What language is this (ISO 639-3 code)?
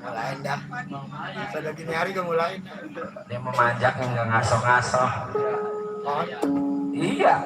bew